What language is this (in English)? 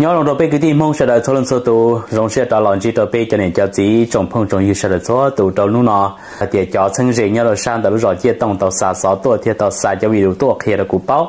Hmong